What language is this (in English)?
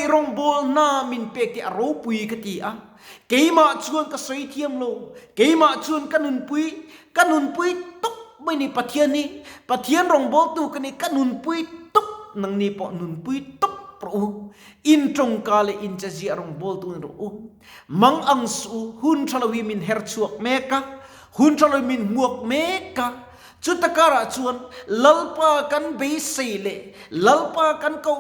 Mizo